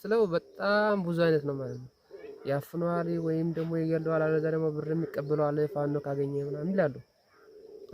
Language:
Amharic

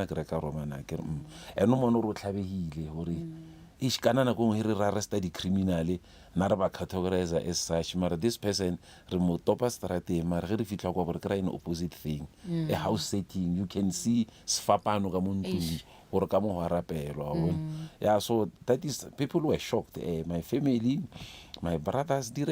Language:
Northern Sotho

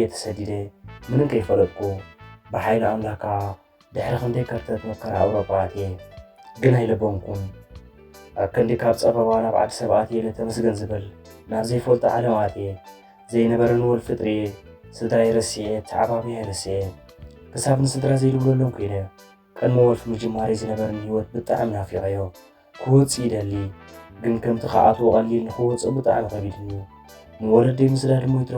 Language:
Tigrinya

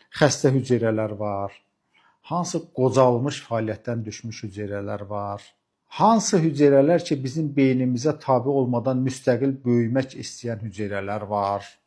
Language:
Azerbaijani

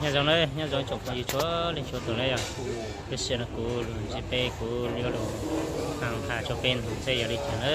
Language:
Hmong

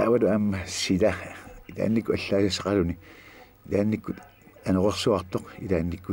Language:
Kalaallisut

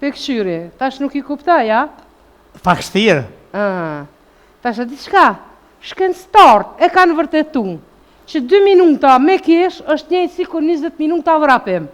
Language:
Albanian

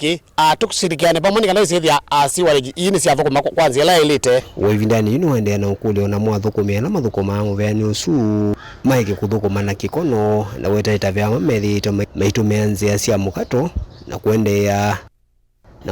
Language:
Kamba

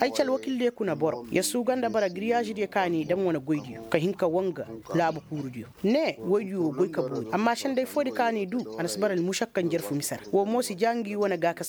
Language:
Koyraboro Senni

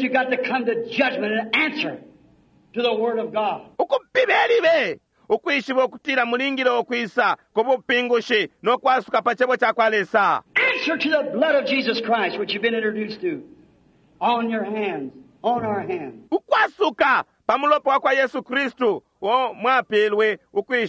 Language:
Bemba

